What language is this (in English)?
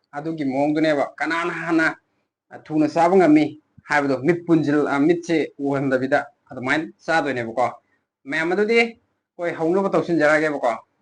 Manipuri